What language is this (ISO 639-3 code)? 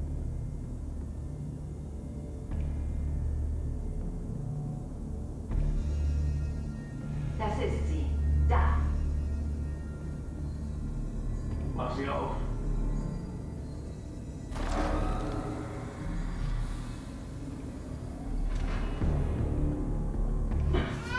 deu